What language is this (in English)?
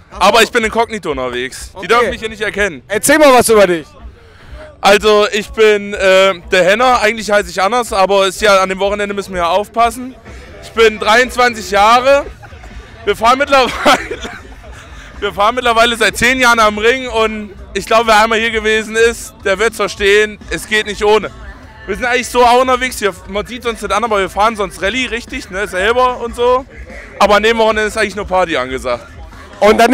German